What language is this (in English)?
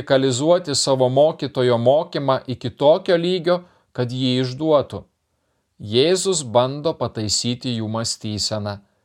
Lithuanian